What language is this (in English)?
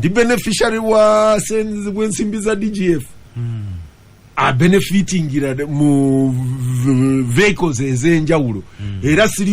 Ganda